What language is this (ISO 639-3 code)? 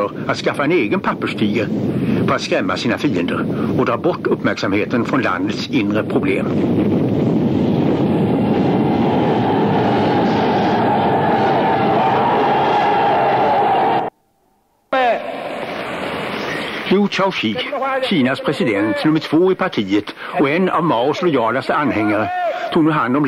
swe